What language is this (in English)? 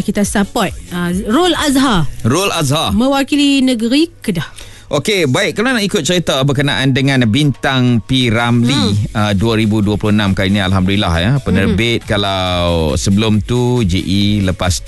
Malay